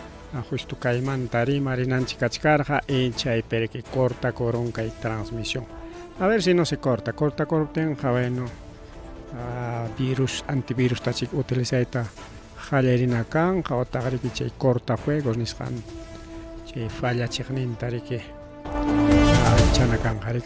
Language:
Ayacucho Quechua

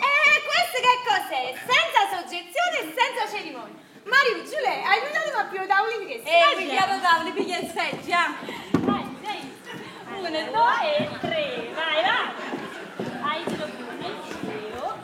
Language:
Neapolitan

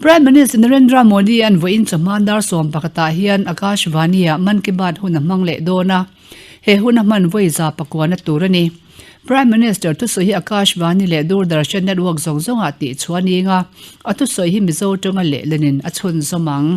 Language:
Mizo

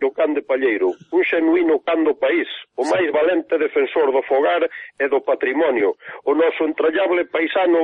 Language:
Galician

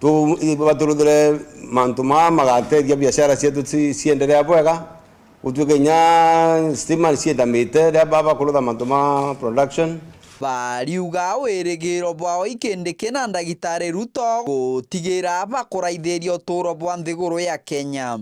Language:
Meru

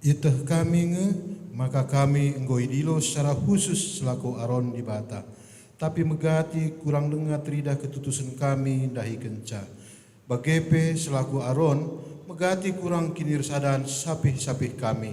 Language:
Batak Karo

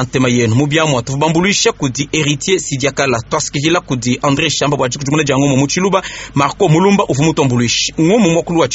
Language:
Luba-Lulua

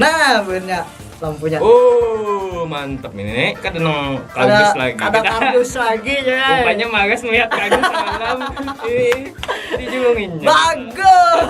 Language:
Banjar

